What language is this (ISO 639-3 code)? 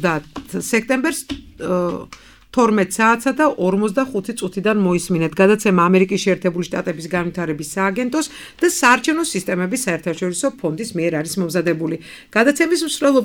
kat